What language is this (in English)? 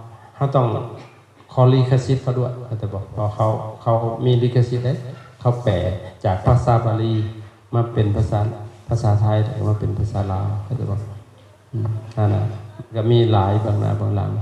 Lao